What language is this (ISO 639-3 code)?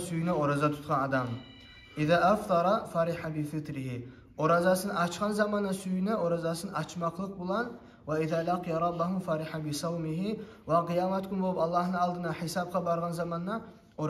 kum